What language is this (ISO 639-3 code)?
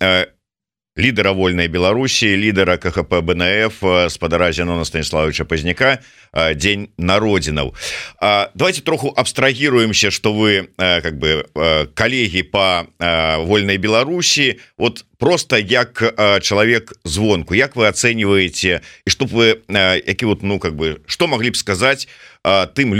bel